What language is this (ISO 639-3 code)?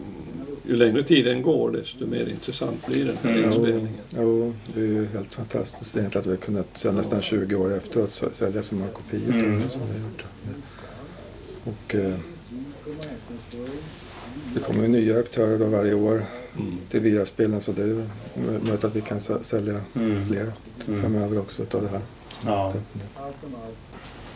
swe